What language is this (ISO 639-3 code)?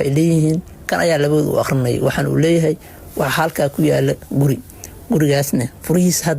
som